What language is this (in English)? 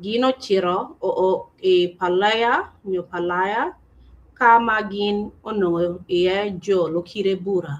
Acoli